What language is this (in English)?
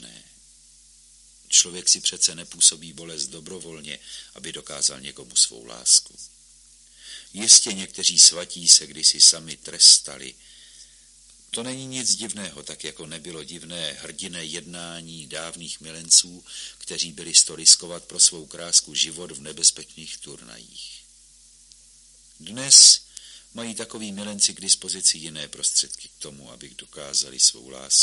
Czech